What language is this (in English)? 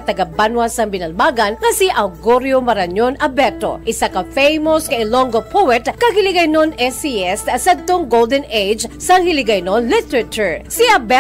Hiligaynon